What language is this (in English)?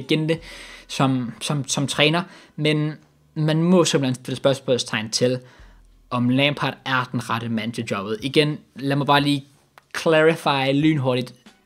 Danish